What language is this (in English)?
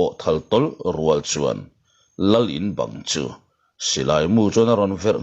Mizo